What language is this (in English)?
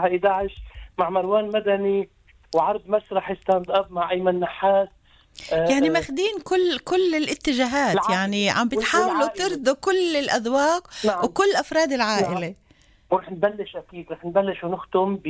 North Levantine Arabic